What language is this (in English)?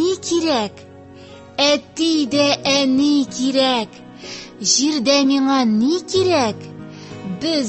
Tatar